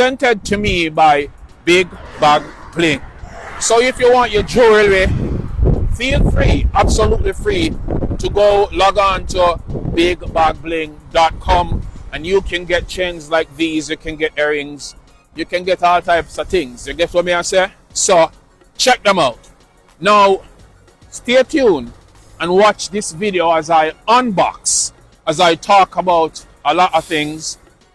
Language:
Jamaican Creole English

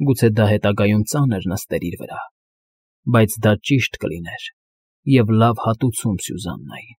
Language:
Armenian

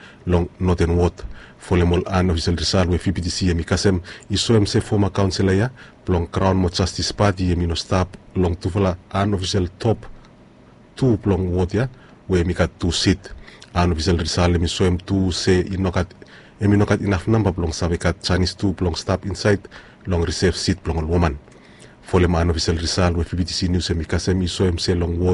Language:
Bislama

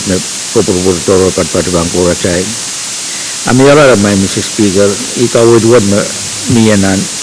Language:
Pohnpeian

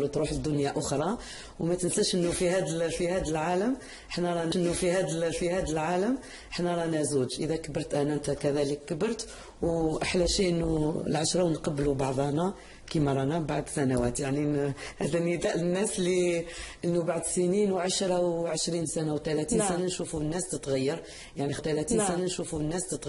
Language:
Algerian Arabic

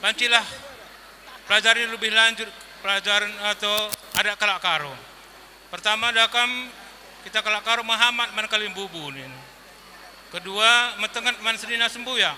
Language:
Batak Karo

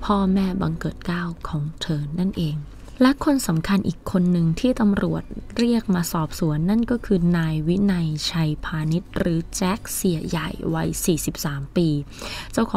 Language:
Thai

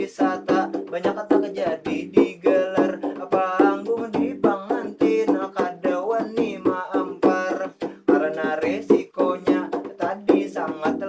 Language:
Banjar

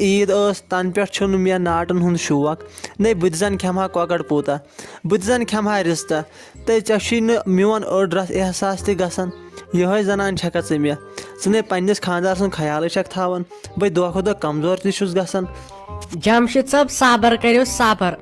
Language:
Kashmiri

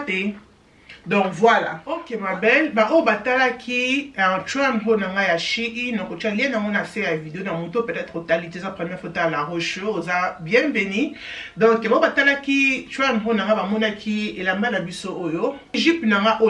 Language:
Lingala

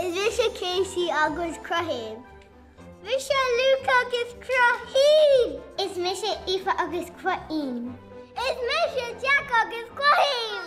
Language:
Irish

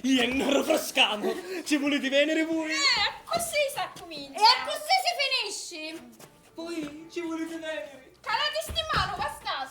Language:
Sicilian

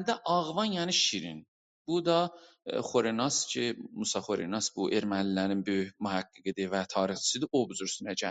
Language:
South Azerbaijani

